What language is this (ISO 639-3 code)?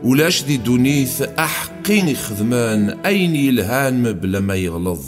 kab